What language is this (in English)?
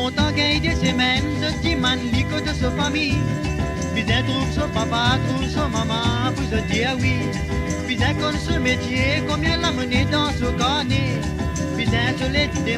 Morisyen